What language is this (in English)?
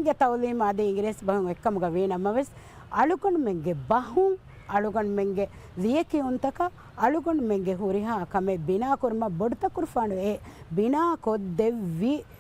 Divehi